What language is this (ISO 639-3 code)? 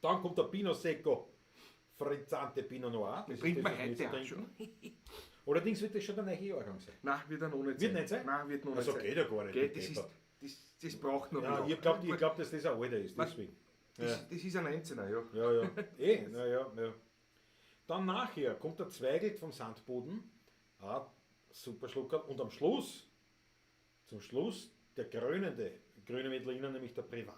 bar